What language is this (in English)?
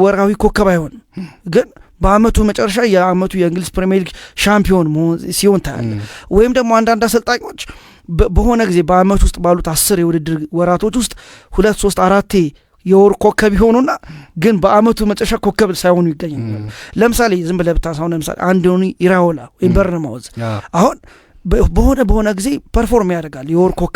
Amharic